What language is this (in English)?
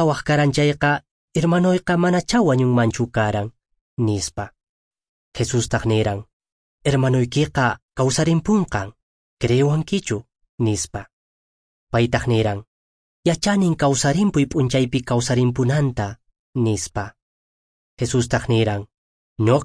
Quechua